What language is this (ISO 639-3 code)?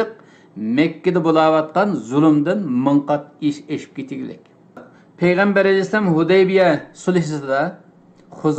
uig